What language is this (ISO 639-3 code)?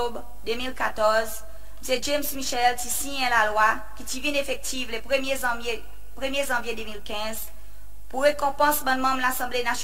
crs